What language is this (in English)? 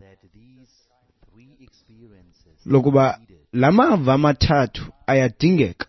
Xhosa